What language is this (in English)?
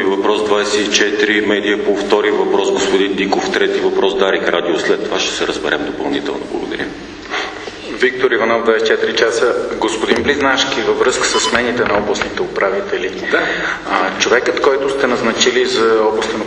Bulgarian